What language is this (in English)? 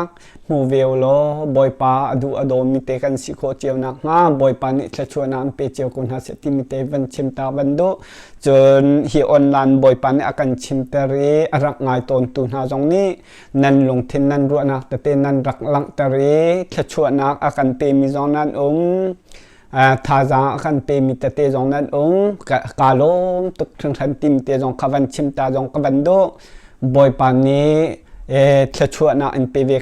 Hakha Chin